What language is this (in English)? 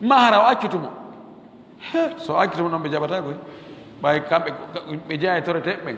Fula